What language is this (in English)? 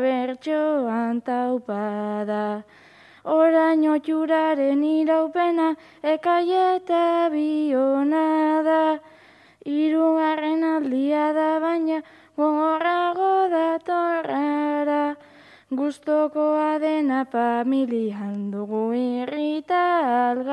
Basque